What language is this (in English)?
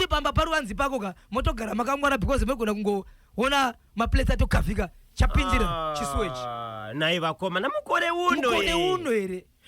Shona